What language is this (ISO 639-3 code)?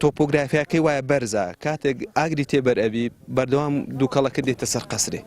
ckb